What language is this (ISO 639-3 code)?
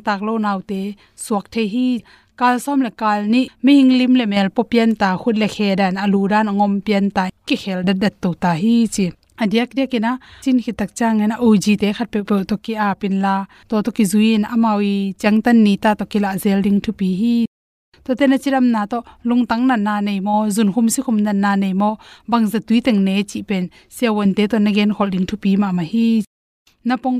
ctd